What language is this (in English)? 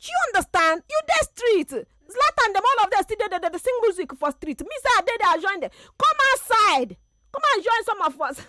Nigerian Pidgin